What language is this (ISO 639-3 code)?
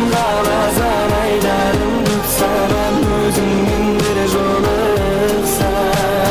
kaa